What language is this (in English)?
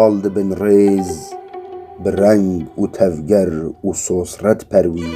Kurdish